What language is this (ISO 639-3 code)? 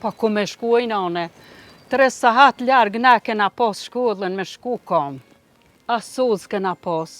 sqi